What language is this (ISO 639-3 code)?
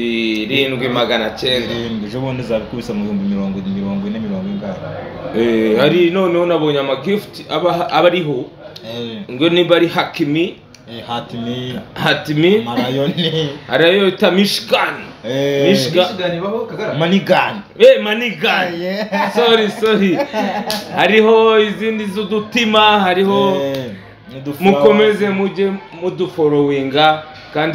kin